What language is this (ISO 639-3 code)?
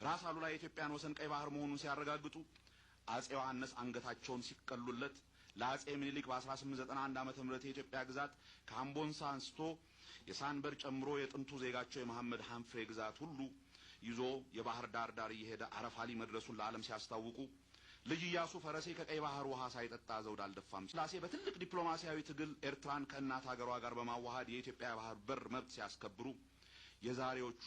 amh